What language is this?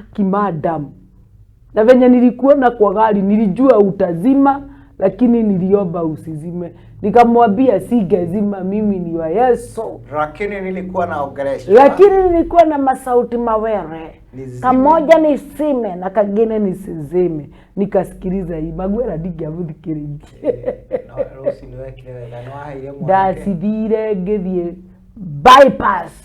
Kikuyu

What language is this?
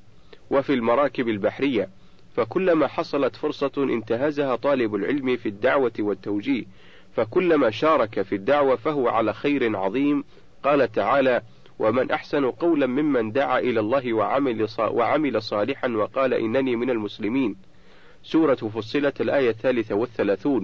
Arabic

